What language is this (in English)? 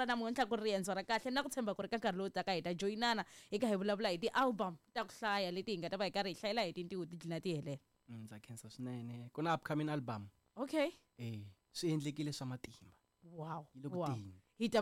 Tsonga